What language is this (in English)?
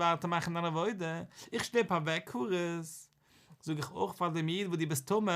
Yiddish